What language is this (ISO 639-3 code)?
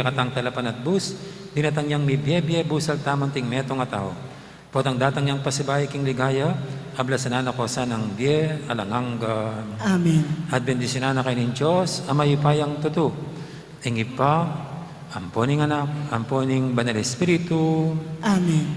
pam